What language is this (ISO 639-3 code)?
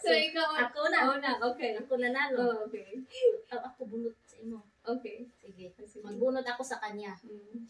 ceb